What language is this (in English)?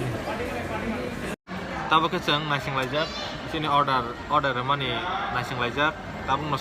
Kok Borok